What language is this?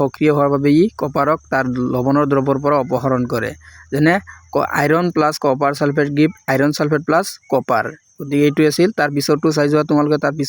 Assamese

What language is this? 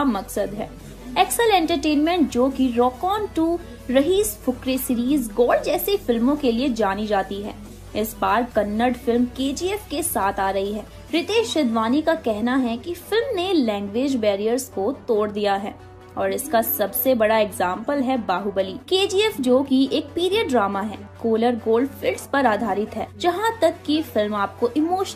Hindi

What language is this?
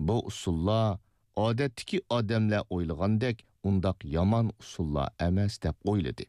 Uyghur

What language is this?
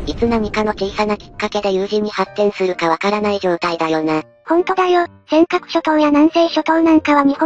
Japanese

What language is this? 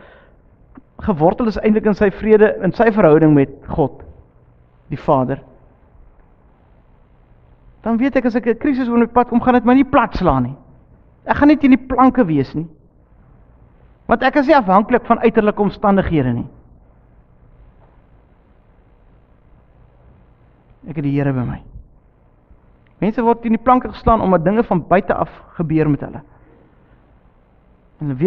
Afrikaans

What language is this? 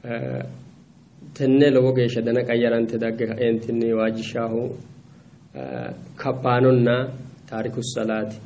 Sidamo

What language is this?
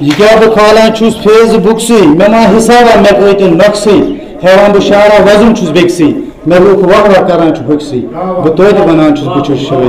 Kashmiri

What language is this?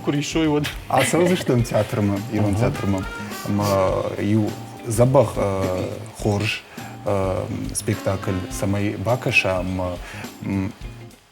Ossetic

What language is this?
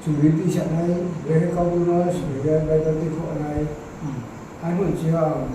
Riang (India)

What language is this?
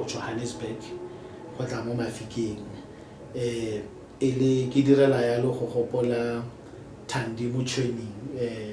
Tswana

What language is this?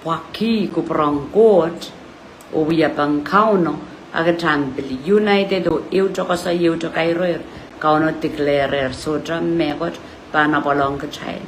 Pohnpeian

